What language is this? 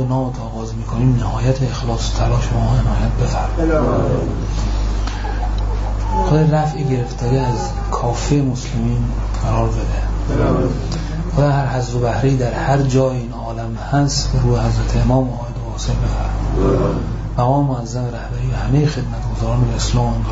Persian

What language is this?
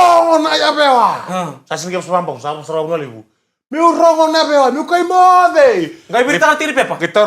Fijian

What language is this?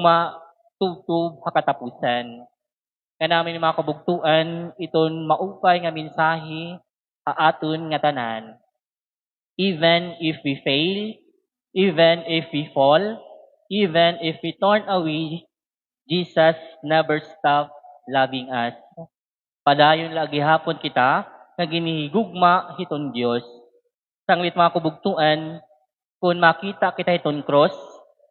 Waray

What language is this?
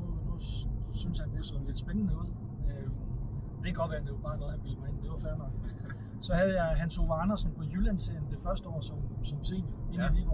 Danish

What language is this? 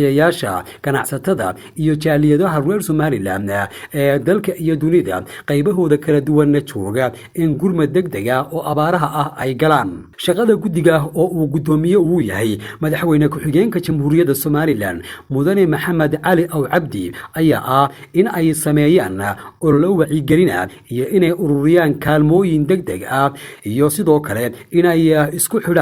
Somali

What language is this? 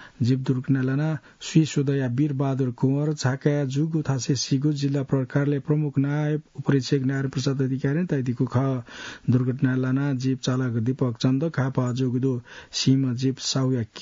Newari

